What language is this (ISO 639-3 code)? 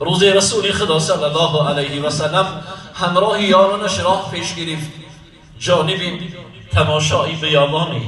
tgk